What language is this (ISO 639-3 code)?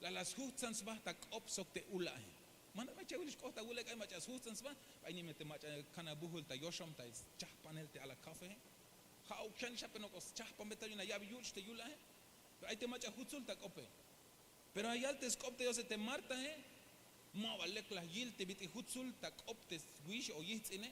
tzh